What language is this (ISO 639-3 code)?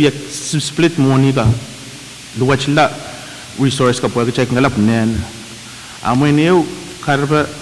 pon